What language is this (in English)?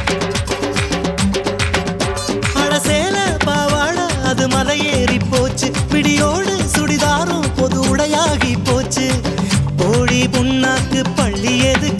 Tamil